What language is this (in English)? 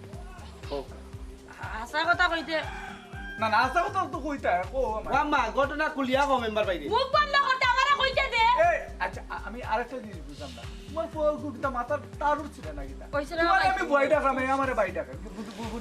Sylheti